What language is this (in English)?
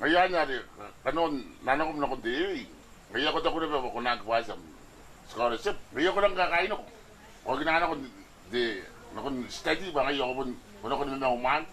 Gilbertese